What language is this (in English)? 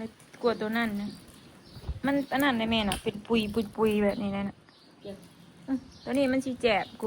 Northeastern Thai